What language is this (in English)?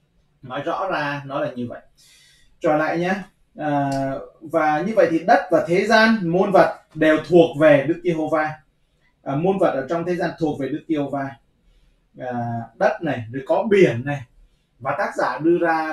Vietnamese